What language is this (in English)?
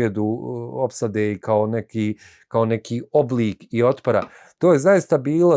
Bosnian